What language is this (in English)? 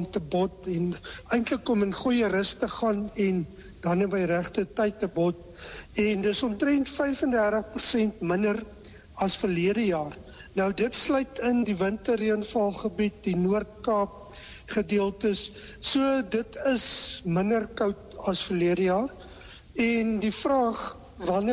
Afrikaans